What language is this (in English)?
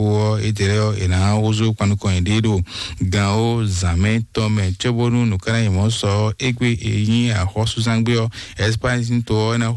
Fon